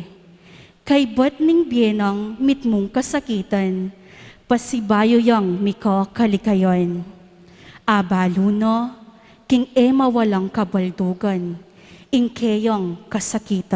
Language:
Pampanga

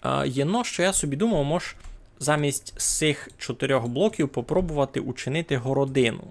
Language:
Rusyn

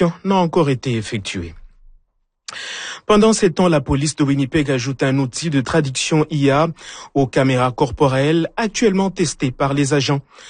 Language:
French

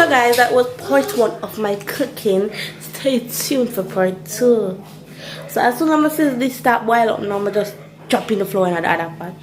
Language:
Jamaican Creole English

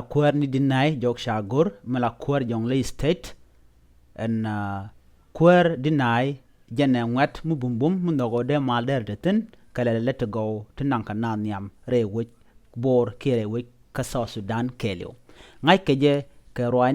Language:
Nuer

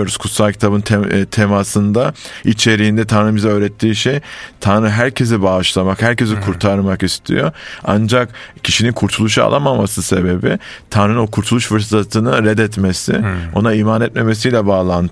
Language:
Turkish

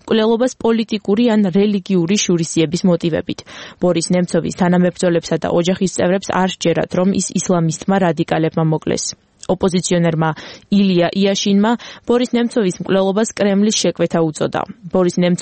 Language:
Georgian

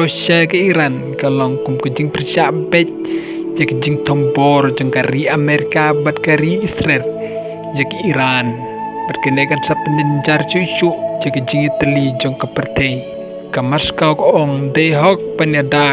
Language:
Khasi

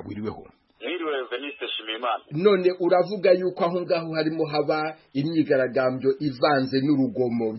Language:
Kinyarwanda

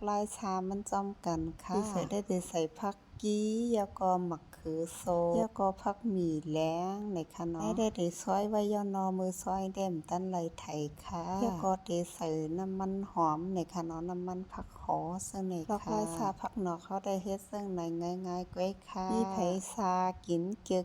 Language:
Shan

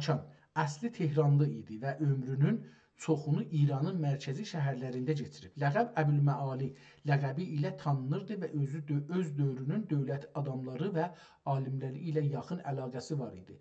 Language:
South Azerbaijani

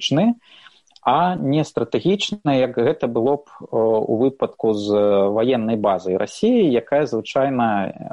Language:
Belarusian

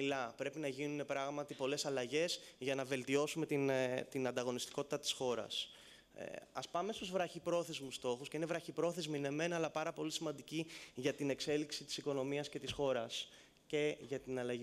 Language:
Greek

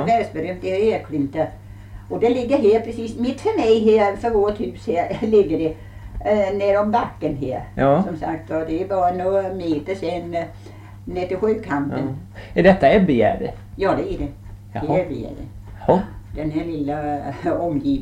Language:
Swedish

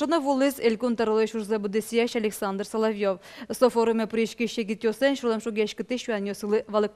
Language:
Udmurt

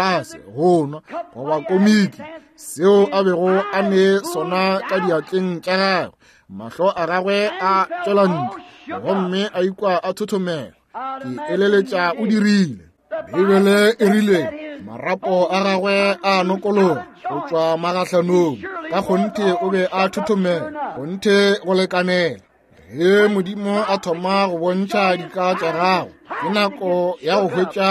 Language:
Northern Sotho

